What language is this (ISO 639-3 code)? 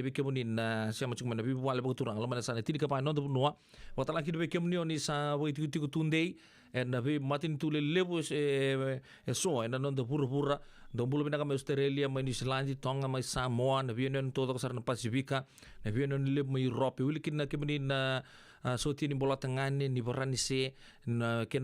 fij